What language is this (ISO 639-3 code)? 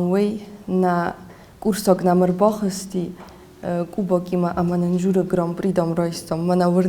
oss